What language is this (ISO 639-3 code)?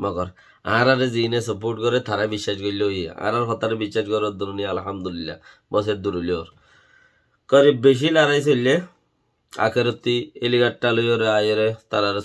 rhg